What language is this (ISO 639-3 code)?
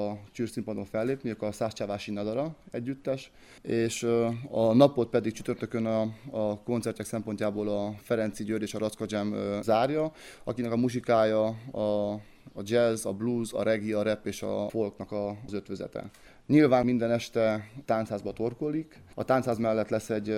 hun